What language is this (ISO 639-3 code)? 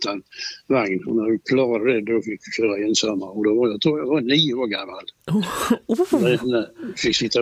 swe